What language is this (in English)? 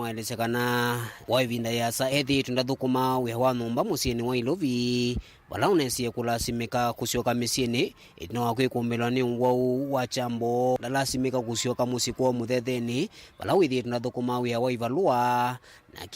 Kamba